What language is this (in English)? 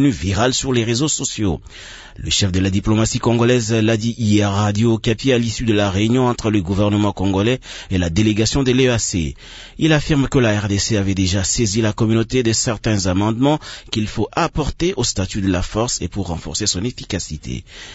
French